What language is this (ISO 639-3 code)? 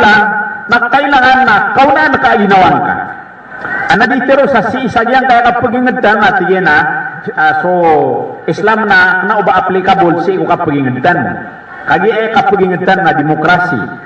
mrw